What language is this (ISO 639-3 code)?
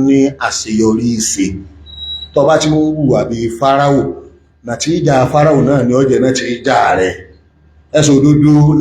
yor